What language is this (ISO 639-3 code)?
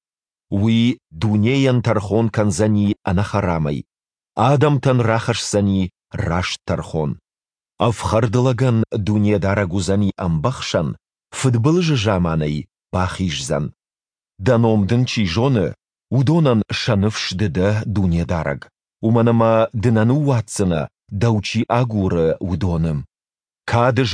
oss